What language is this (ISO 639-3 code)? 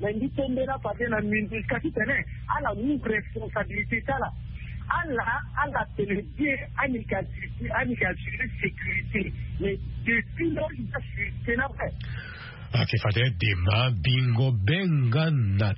sag